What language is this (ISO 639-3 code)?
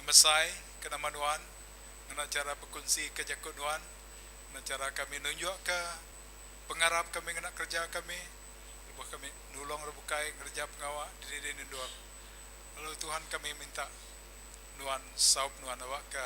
iba